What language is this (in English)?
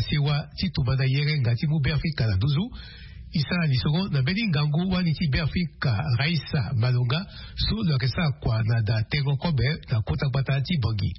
Sango